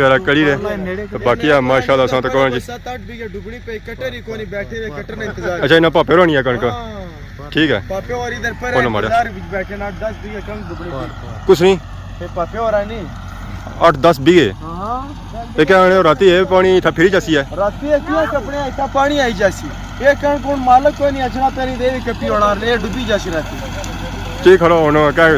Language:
Pahari-Potwari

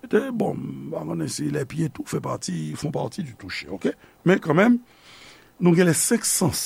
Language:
Haitian Creole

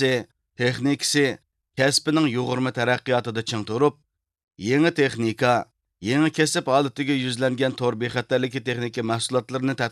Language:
Uyghur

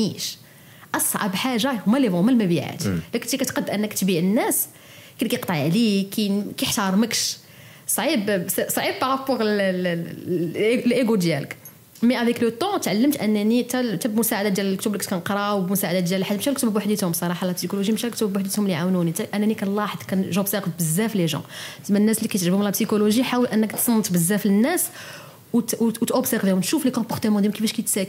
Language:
Moroccan Arabic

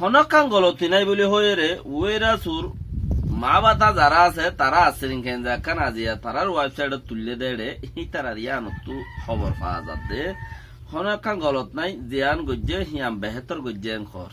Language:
Rohingya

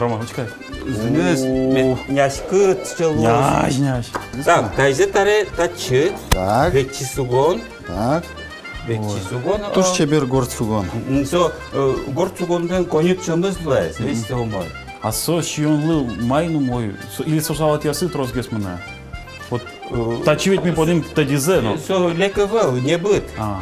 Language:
Udmurt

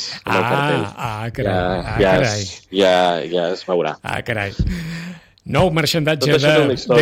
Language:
Catalan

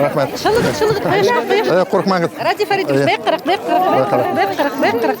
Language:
Bashkir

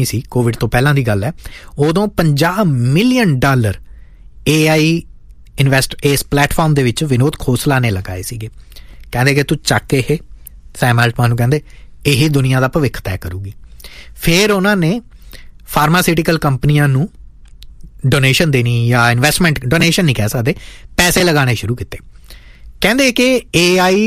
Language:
Punjabi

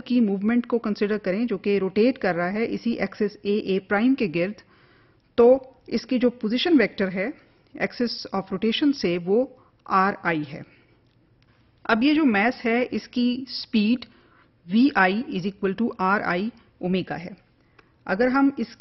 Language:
Hindi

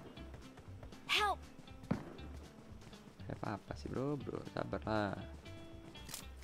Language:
Indonesian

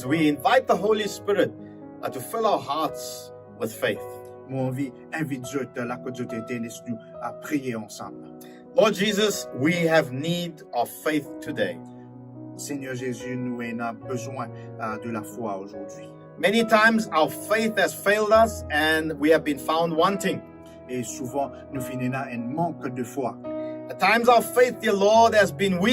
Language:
Morisyen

